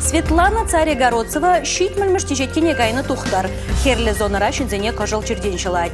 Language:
Chuvash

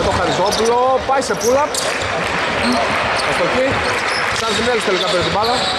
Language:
Greek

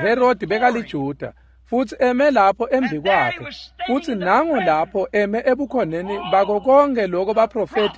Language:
Swati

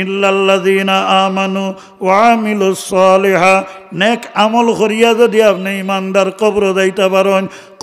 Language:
Sylheti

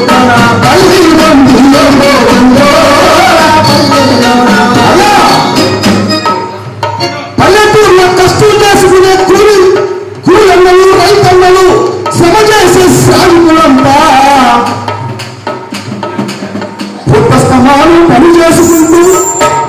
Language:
Telugu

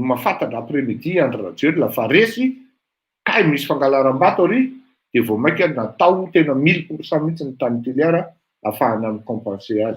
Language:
Malagasy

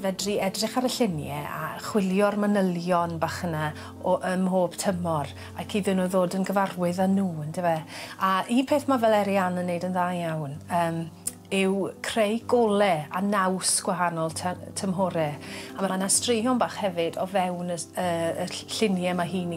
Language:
Welsh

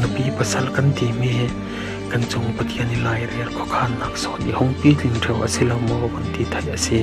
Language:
Falam Chin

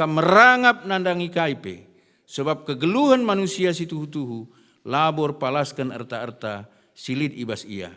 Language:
Batak Karo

